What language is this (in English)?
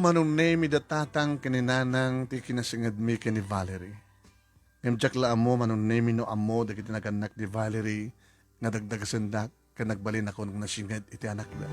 Iloko